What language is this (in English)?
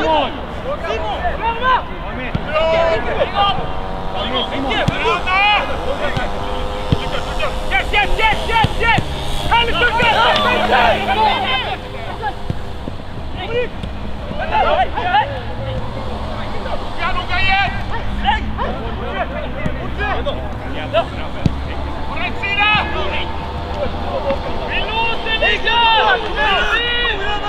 Swedish